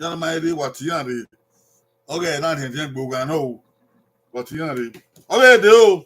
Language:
Bini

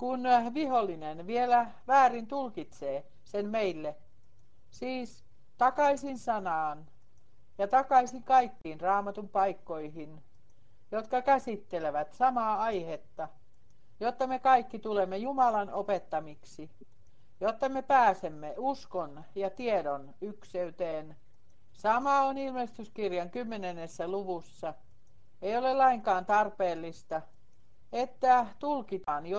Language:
Finnish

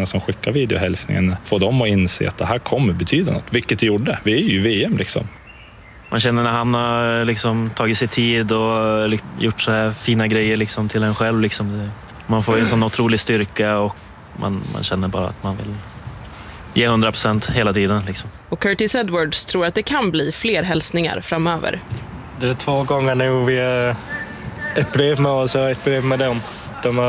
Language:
Swedish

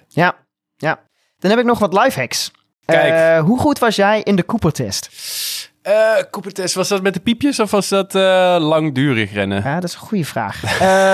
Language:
Dutch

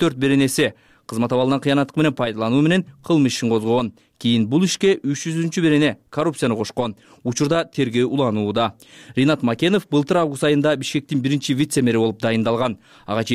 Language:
Kyrgyz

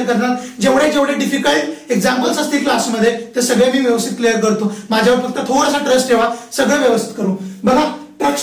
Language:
Marathi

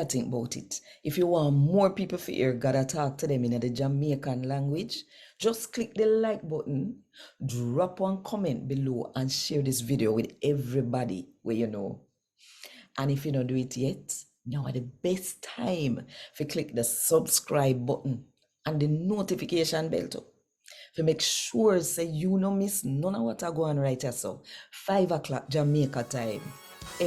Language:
Jamaican Creole English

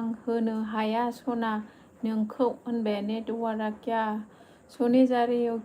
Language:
Bodo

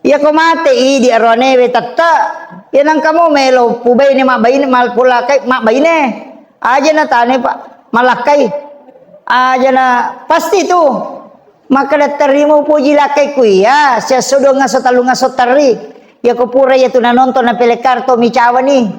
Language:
Buginese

